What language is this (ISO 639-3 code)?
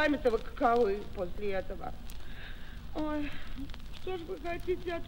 rus